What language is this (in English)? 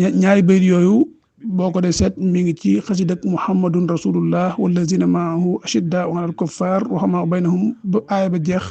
Wolof